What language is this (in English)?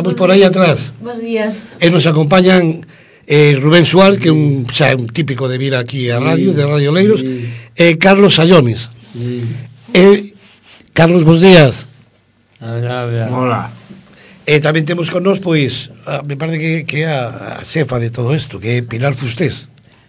Galician